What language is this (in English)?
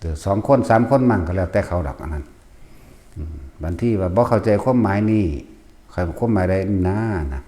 Northeastern Thai